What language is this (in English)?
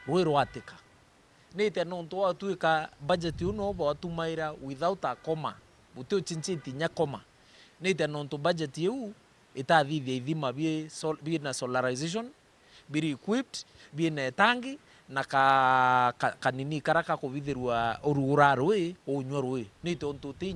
Meru